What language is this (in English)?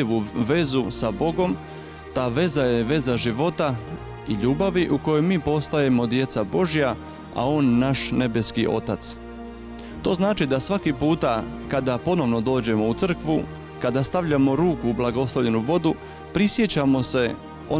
Croatian